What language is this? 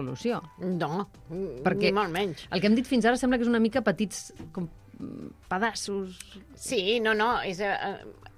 Catalan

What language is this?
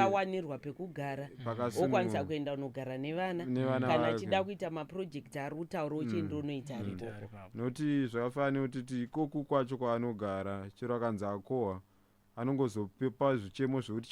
Shona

